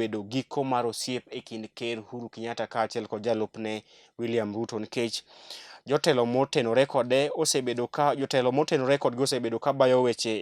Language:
Luo (Kenya and Tanzania)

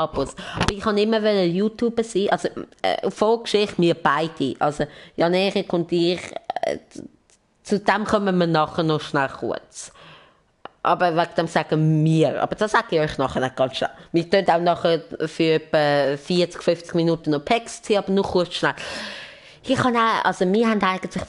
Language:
Swiss German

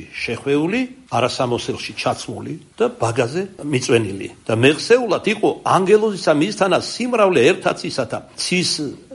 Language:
Georgian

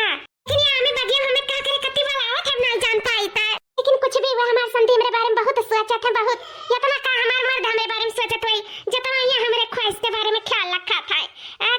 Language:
Awadhi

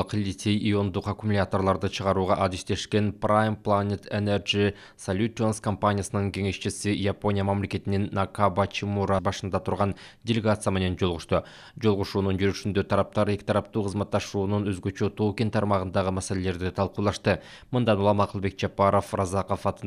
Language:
Kyrgyz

